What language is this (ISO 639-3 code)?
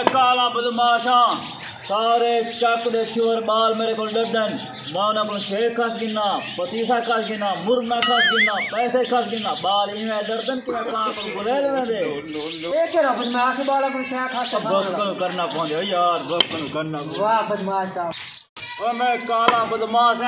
skr